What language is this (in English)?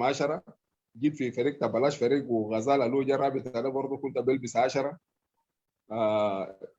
Sudanese Arabic